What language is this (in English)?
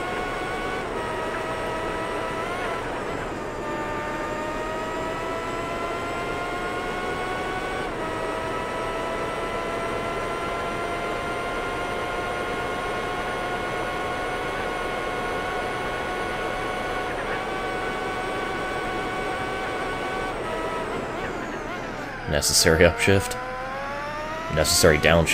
English